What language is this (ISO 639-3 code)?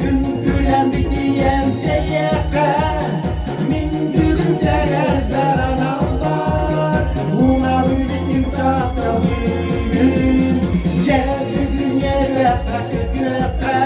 sah